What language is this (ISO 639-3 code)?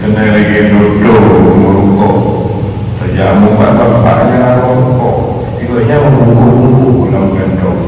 ace